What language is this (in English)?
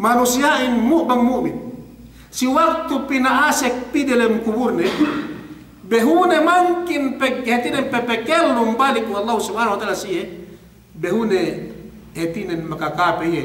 Yakan